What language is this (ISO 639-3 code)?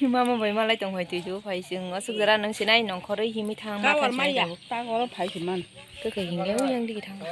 trp